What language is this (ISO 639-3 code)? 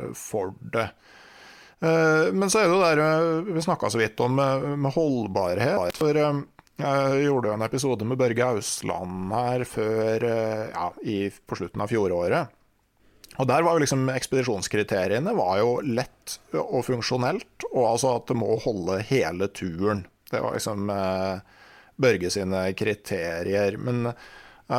nor